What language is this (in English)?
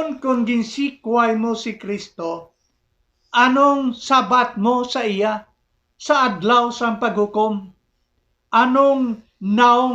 Hiligaynon